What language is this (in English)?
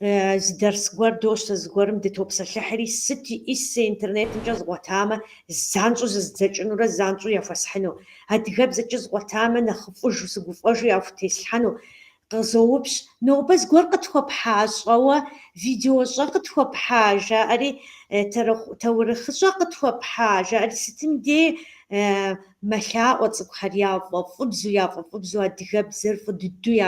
Kabardian